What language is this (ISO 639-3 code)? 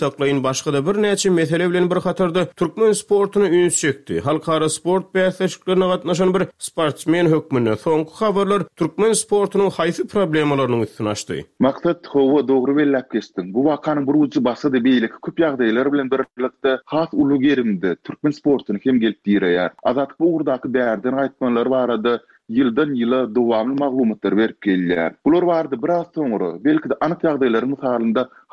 tuk